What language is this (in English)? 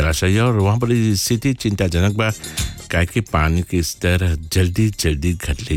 Bhojpuri